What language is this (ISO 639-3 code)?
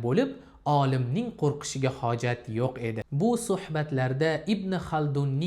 uzb